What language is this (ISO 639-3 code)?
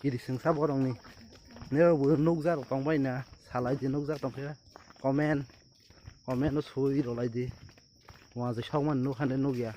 trp